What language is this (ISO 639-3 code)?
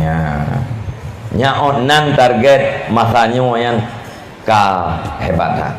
ace